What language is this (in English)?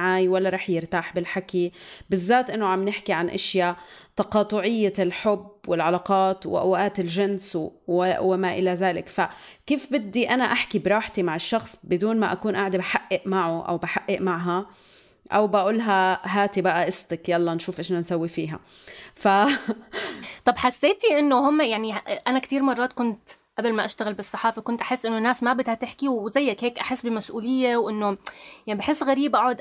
North Levantine Arabic